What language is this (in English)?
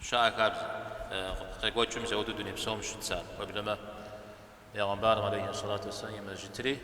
Kabardian